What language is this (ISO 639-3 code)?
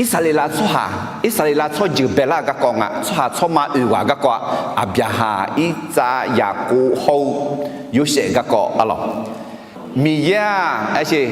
ahk